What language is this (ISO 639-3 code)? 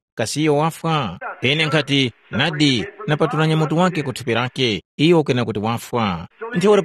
tum